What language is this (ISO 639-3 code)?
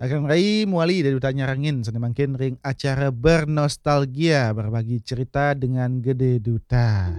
ban